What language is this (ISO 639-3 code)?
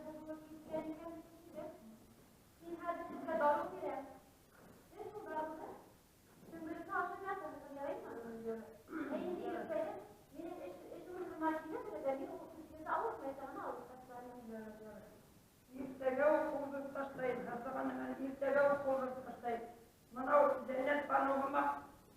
bak